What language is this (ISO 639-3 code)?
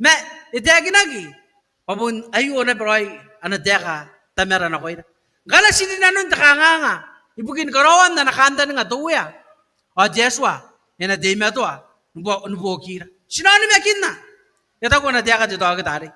gil